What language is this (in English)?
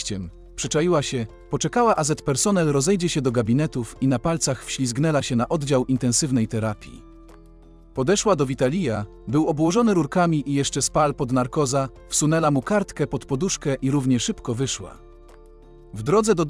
Polish